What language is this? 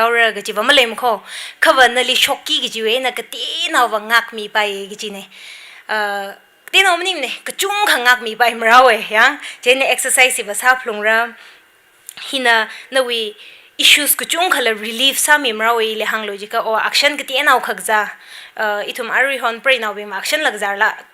Tangkhul Naga (India)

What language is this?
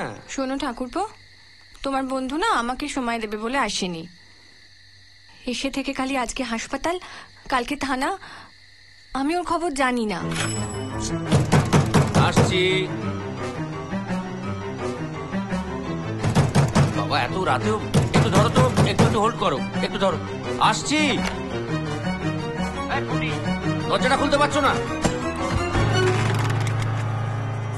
Bangla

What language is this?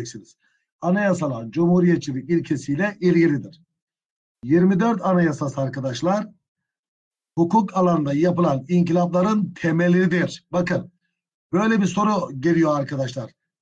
Turkish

